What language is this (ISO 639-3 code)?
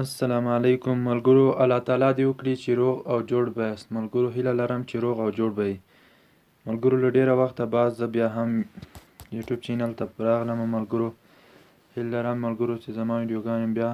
pus